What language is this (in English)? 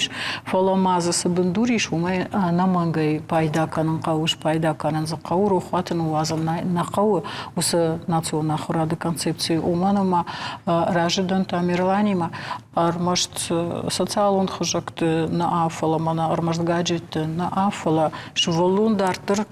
Ossetic